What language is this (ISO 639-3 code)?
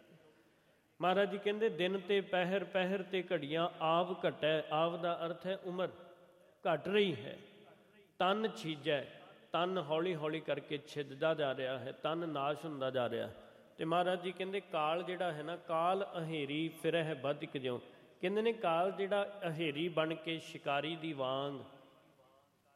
pan